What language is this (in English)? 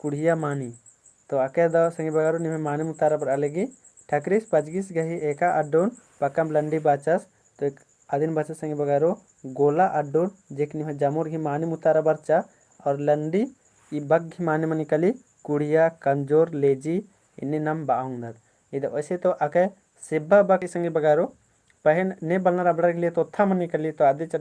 Kurukh